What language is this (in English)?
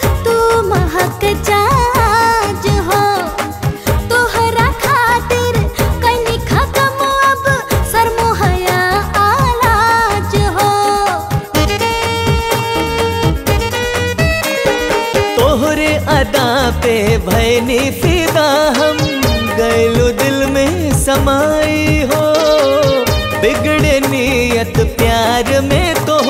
Bhojpuri